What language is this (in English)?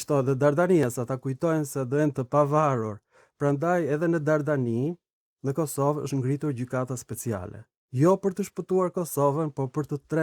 Albanian